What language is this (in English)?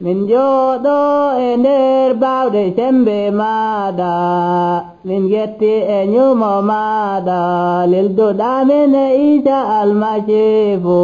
Nigerian Fulfulde